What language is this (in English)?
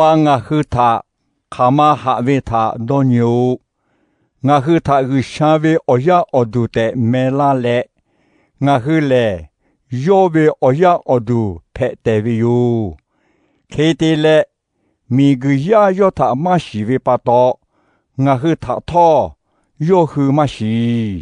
Lahu